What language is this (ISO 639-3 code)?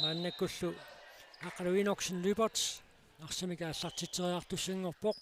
kal